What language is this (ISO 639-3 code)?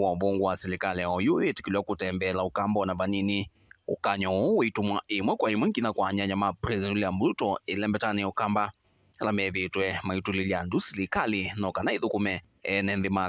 kam